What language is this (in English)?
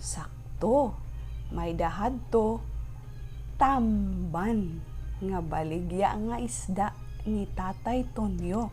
Waray